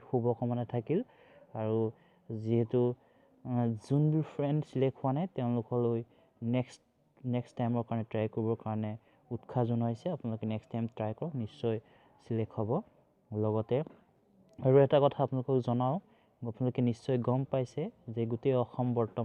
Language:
Assamese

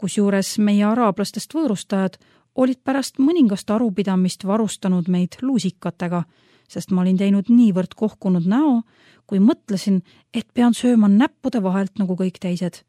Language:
Estonian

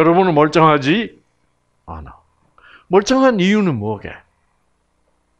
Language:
Korean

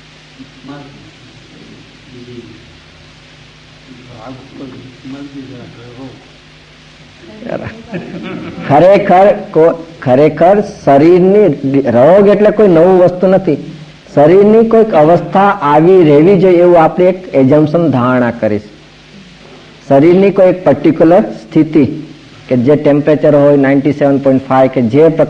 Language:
Gujarati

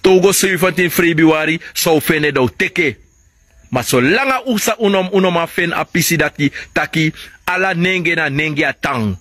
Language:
Sranan Tongo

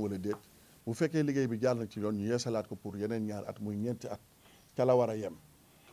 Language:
Wolof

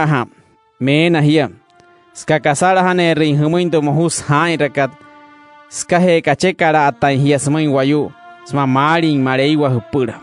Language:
Wayuu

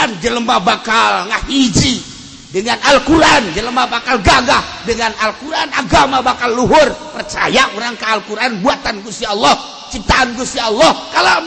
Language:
Sundanese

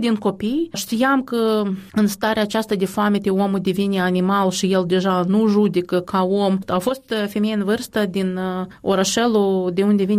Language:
Romanian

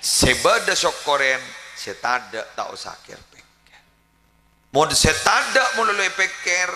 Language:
Madurese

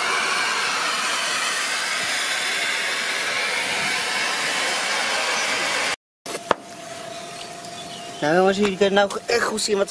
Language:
Dutch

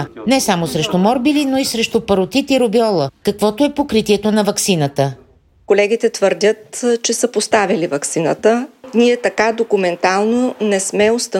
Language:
Bulgarian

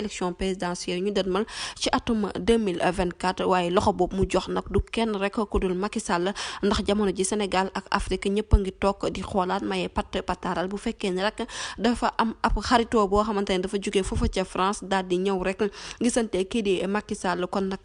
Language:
Wolof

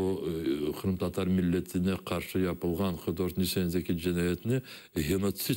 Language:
Crimean Tatar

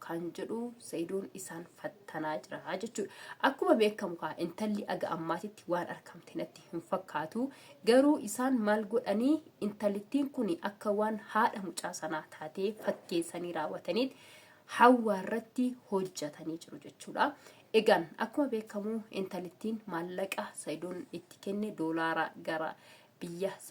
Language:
Oromo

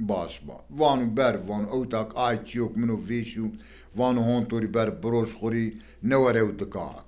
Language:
Zaza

